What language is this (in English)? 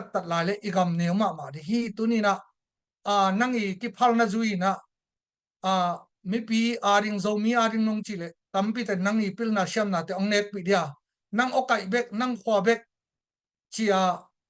Tedim Chin